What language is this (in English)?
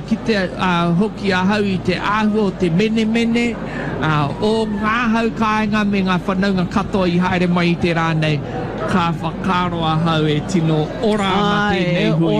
Māori